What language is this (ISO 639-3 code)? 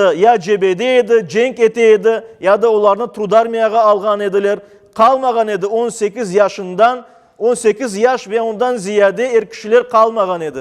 crh